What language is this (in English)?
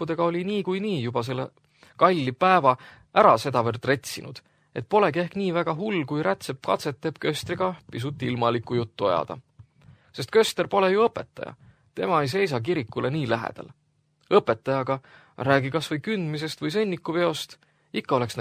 Estonian